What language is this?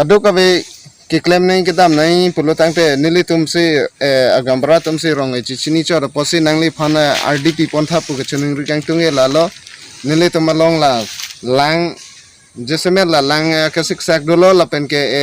Karbi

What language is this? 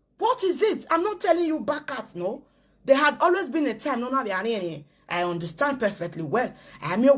Nigerian Pidgin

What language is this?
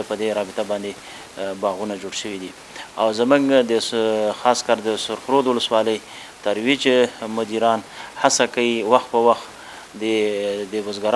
Pashto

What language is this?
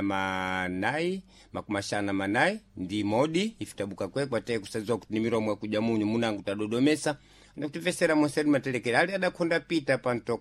Sena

